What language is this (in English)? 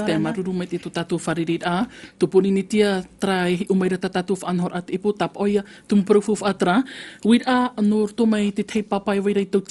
Tahitian